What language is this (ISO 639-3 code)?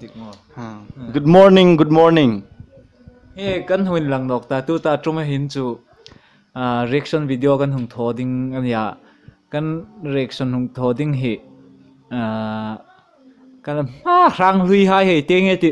hmr